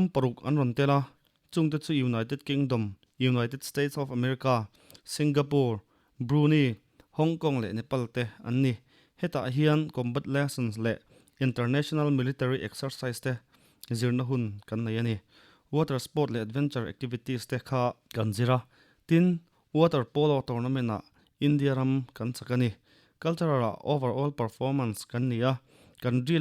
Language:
Mizo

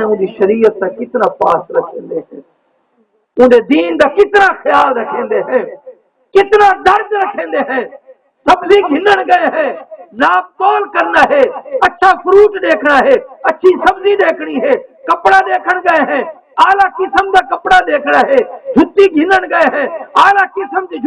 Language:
Saraiki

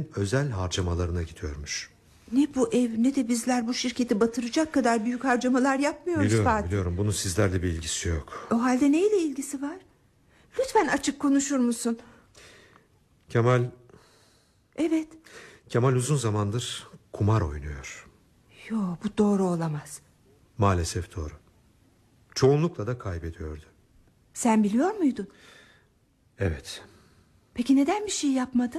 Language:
Turkish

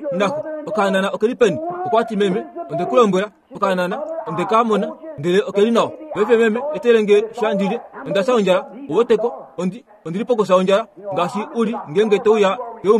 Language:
Kuanyama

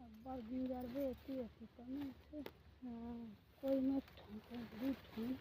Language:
Chhattisgarhi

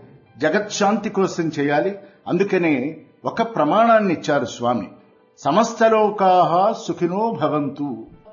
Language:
Telugu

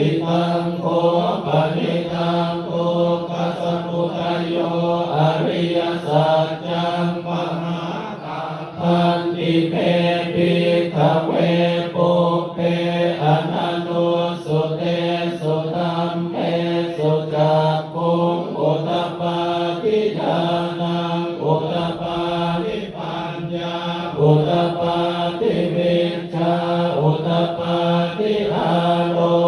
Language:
Pali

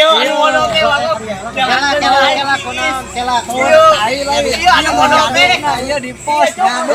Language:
Sundanese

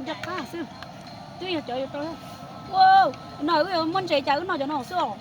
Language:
Hmong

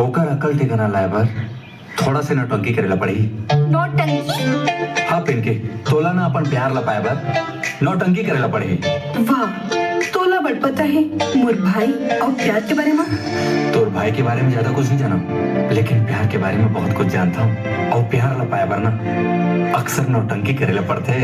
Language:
Chhattisgarhi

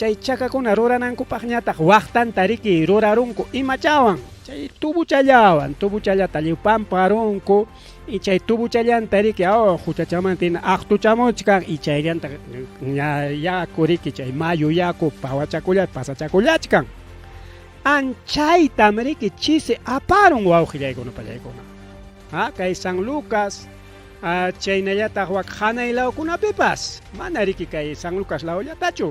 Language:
Ayacucho Quechua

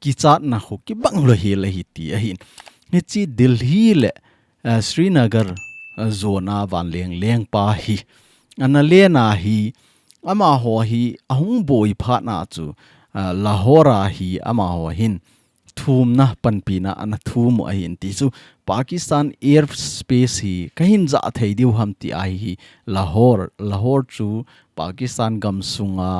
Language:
Thado Chin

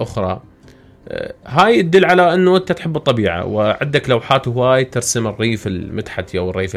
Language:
Mesopotamian Arabic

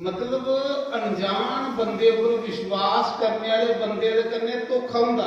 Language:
Dogri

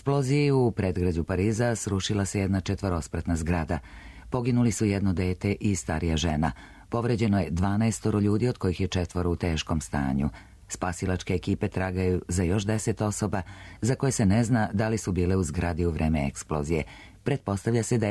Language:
Serbian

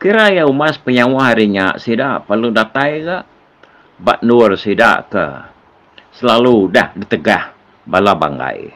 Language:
Iban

